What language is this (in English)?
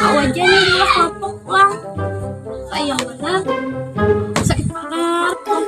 Banjar